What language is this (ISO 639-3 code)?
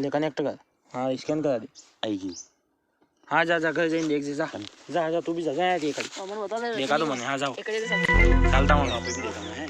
raj